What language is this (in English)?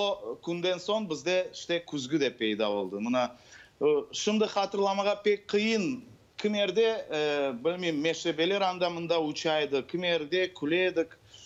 Crimean Tatar